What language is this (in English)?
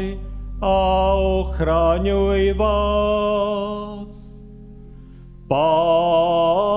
Slovak